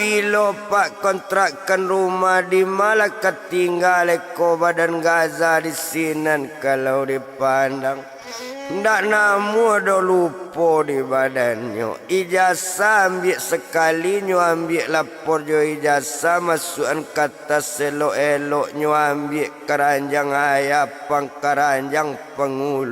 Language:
Minangkabau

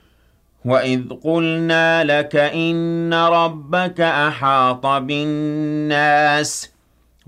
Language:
Arabic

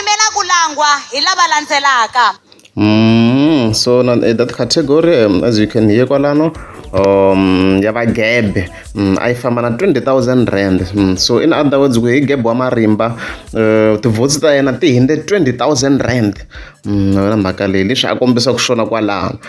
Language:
Tsonga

